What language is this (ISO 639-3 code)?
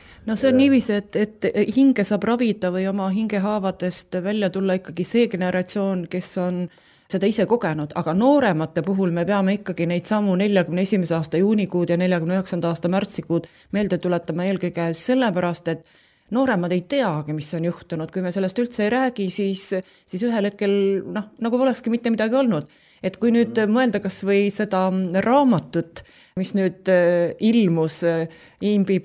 est